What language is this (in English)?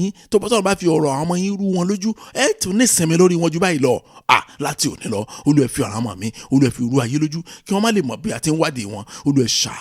Yoruba